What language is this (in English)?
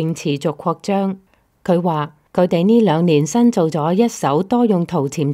Cantonese